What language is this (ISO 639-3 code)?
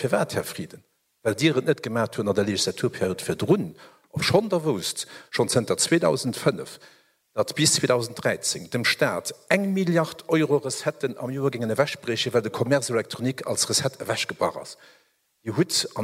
ltz